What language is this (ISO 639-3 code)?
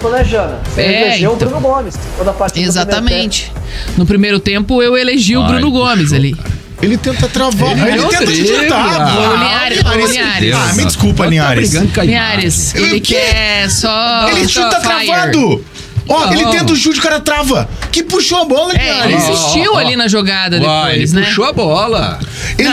por